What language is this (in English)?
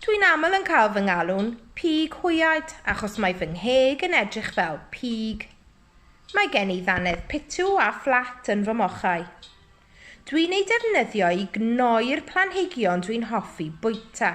Welsh